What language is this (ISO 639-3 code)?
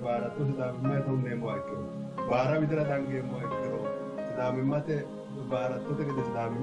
sid